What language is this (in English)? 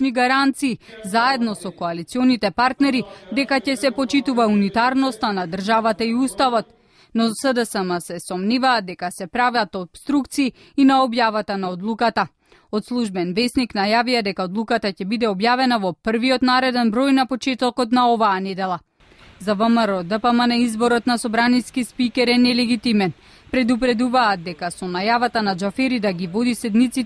Macedonian